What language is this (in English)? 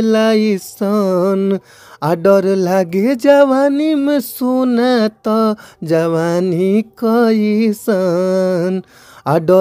Bhojpuri